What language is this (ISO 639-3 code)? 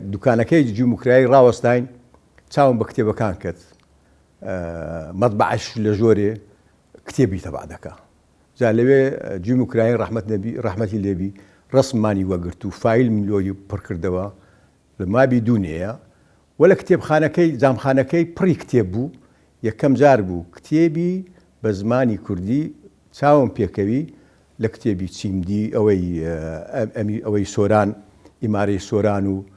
ckb